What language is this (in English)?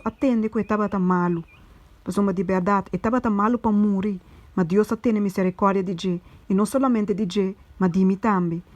Papiamento